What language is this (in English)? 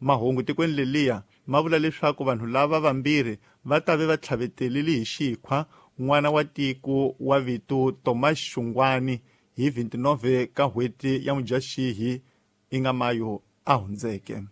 Tsonga